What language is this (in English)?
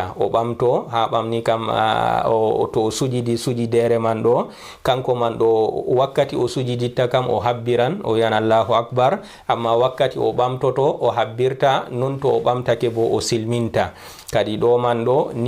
Fula